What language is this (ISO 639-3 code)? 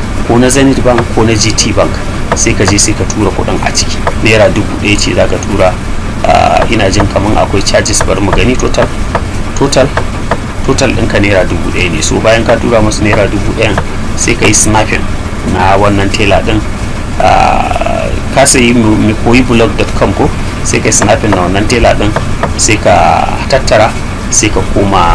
hau